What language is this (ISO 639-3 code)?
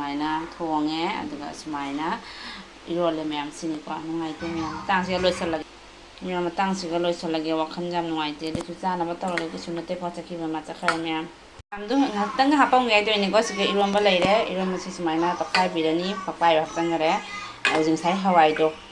mni